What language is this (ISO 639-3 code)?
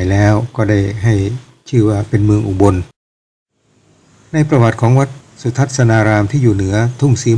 tha